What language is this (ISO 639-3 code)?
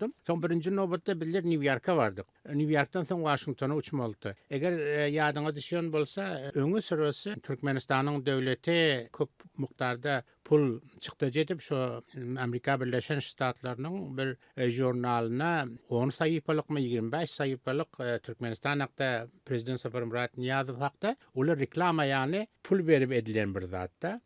tuk